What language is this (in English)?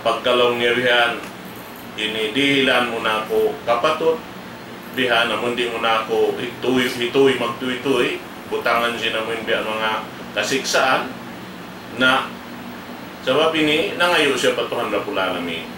Tausug